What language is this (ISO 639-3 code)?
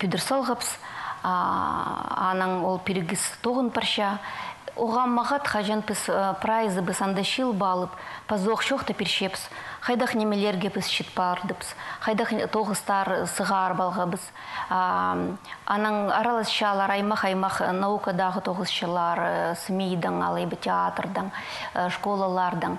kjh